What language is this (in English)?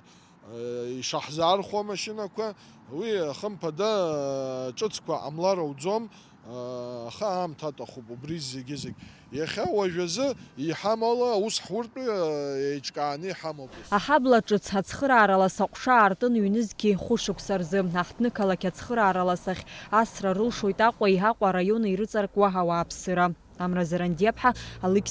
Abkhazian